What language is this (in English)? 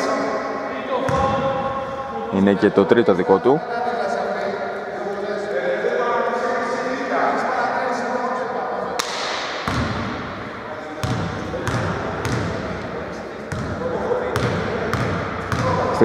Greek